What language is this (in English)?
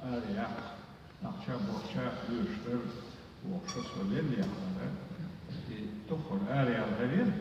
Chechen